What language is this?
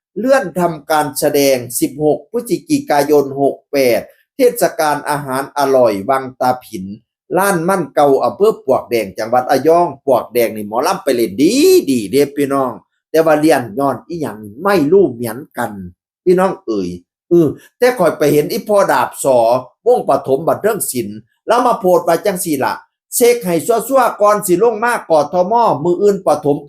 Northeastern Thai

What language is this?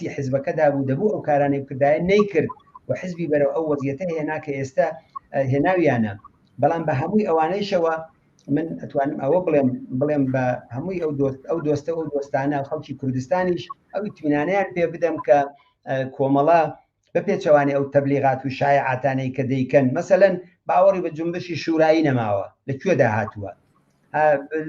Central Kurdish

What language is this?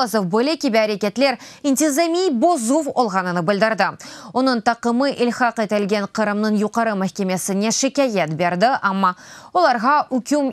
Crimean Tatar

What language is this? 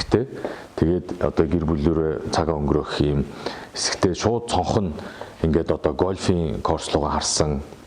Mongolian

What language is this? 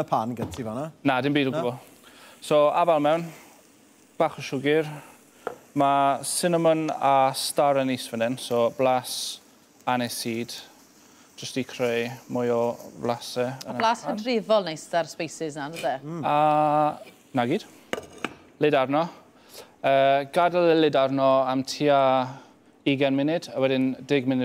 Welsh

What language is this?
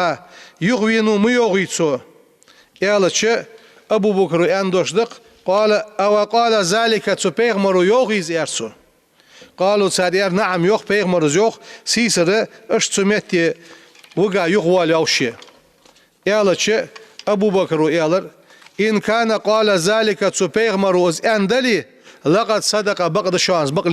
Ingush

